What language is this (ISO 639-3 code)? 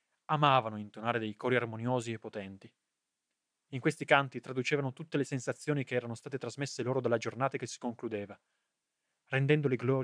ita